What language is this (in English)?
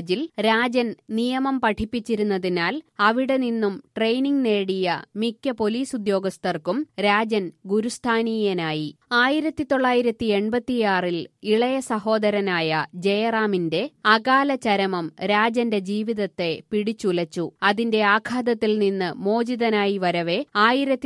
Malayalam